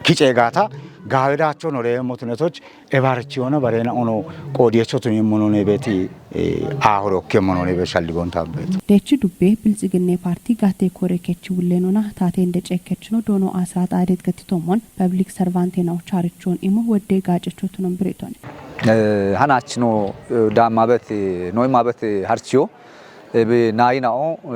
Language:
Kafa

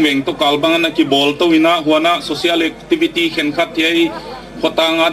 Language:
Gangte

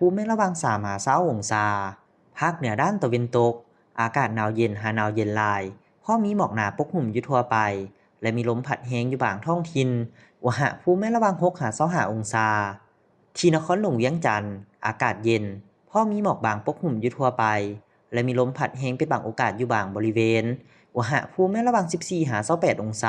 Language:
Lao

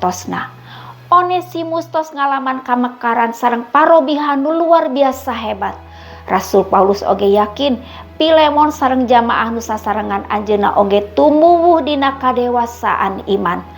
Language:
Sundanese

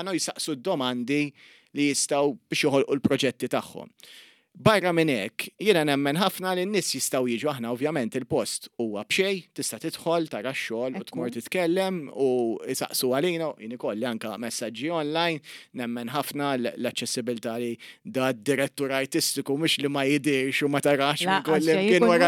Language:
Maltese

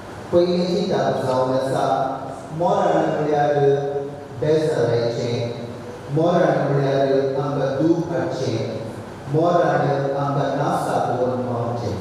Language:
Konkani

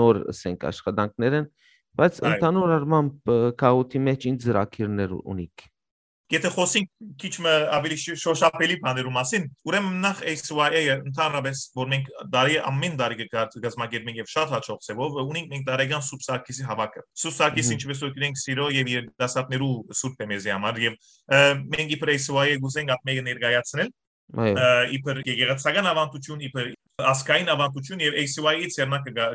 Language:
Western Armenian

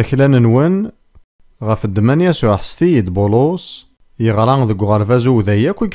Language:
Kabyle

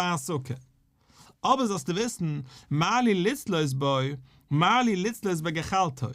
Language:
Yiddish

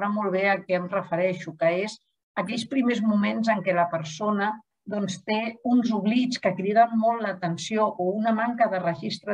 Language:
Catalan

